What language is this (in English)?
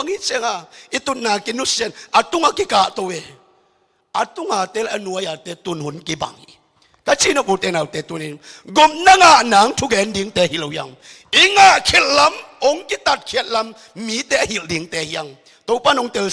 Tedim Chin